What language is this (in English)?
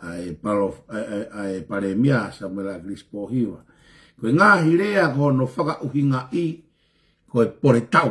Tongan